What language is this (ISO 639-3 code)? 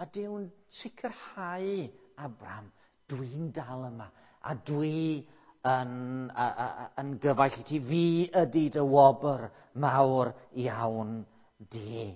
cym